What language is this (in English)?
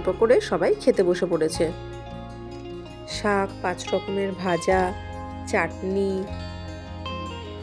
Bangla